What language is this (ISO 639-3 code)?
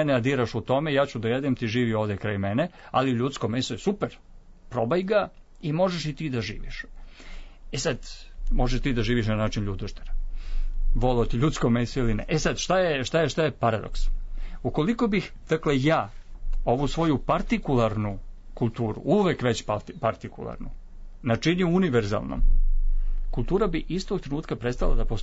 srp